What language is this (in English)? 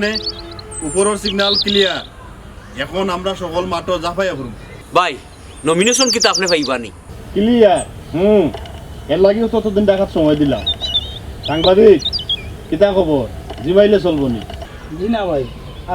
Sylheti